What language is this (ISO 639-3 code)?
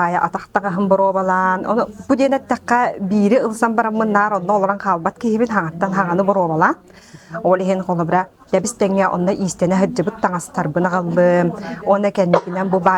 sah